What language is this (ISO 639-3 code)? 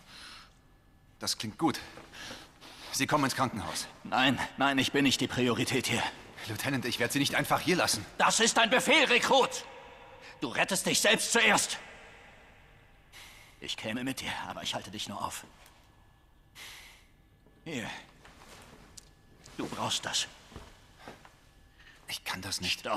deu